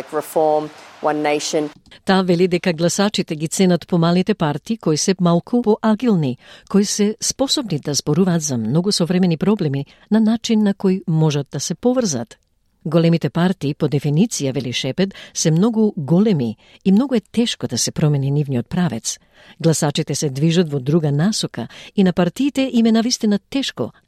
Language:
Macedonian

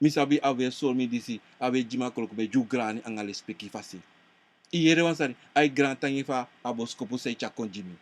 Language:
Sranan Tongo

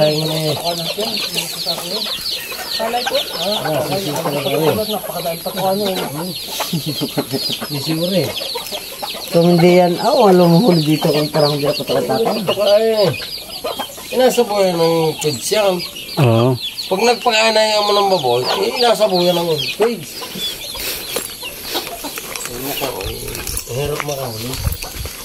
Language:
Filipino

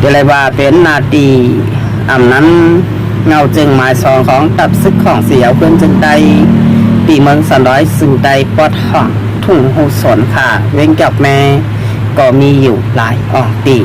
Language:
Shan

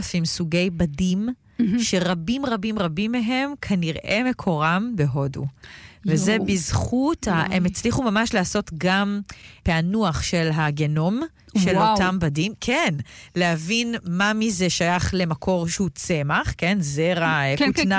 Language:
Hebrew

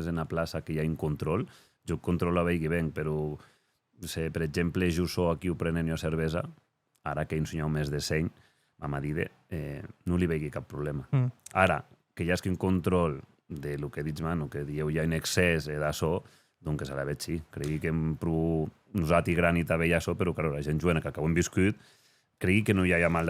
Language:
Occitan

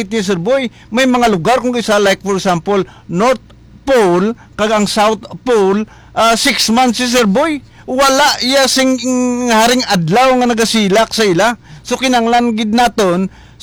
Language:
Hiligaynon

